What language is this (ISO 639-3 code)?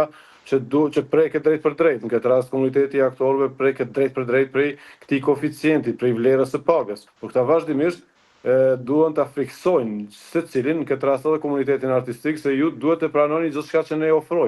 sqi